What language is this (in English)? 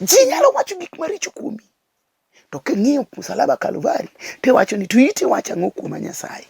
Luo (Kenya and Tanzania)